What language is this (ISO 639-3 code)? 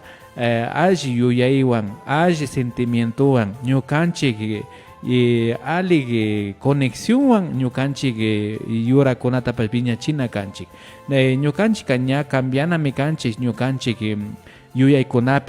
qvi